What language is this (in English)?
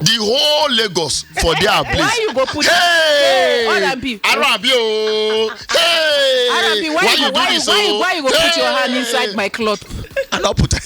Nigerian Pidgin